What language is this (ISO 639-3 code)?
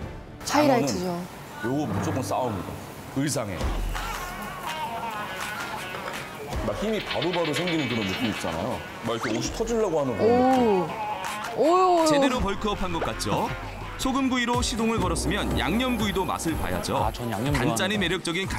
kor